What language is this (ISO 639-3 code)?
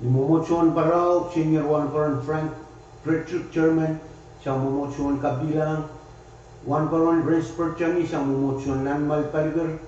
pon